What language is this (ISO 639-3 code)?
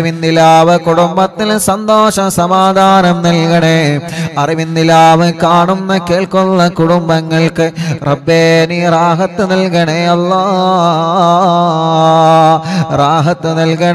mal